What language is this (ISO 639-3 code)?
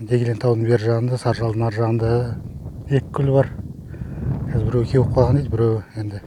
kaz